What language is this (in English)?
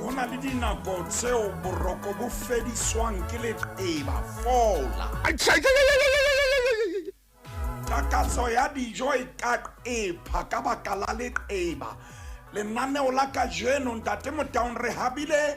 Southern Sotho